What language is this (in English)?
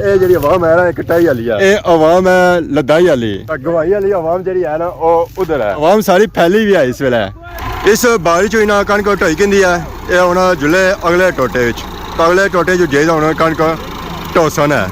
Pahari-Potwari